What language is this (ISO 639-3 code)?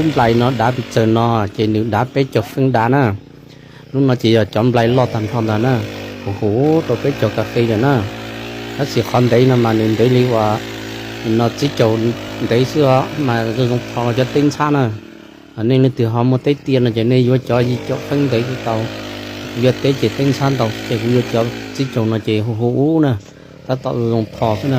hmn